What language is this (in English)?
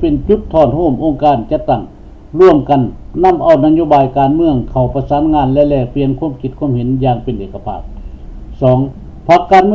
Lao